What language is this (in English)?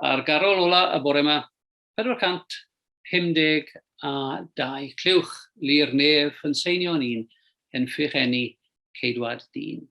Welsh